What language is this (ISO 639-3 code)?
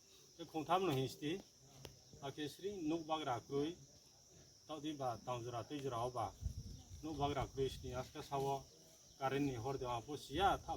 ria